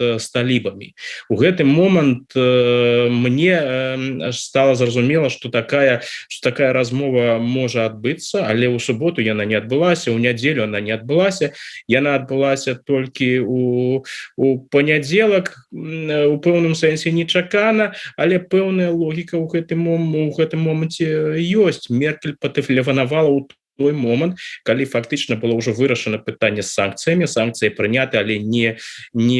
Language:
Belarusian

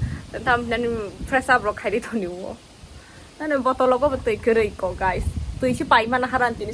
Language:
Kok Borok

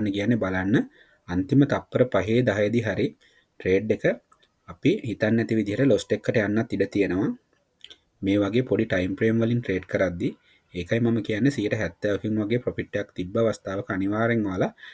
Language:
Sinhala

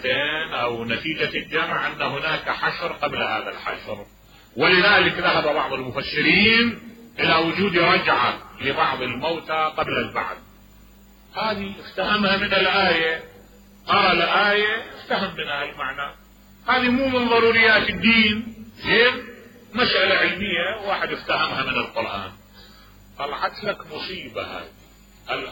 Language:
Mesopotamian Arabic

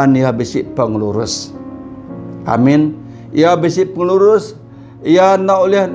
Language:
Iban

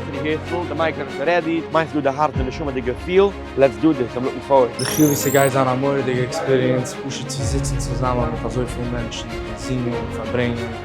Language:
Yiddish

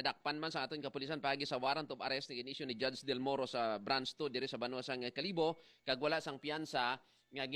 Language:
Hiligaynon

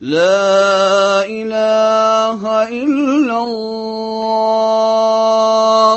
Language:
Tatar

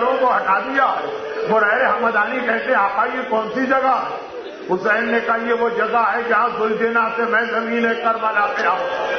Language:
Urdu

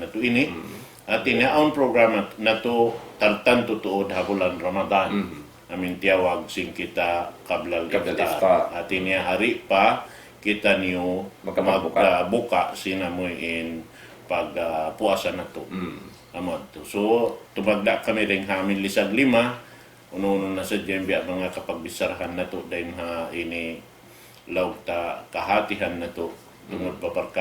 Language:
Tausug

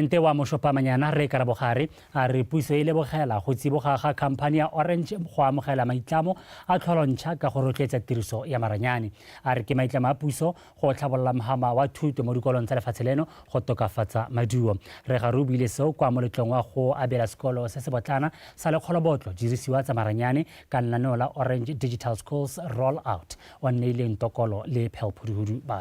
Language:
Tswana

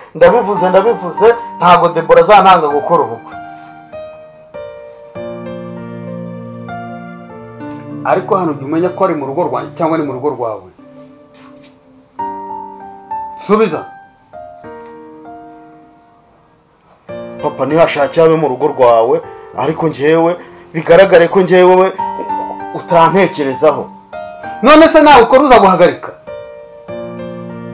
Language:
Kinyarwanda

